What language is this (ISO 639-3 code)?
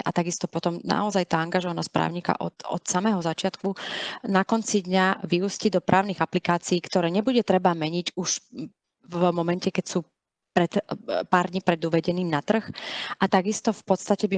slk